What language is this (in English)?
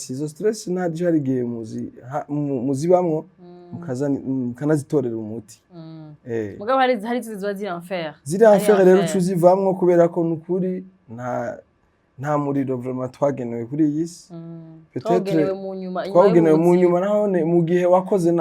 Rundi